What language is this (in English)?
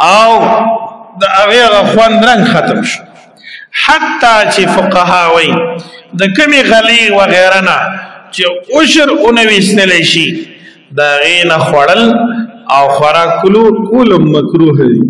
Pashto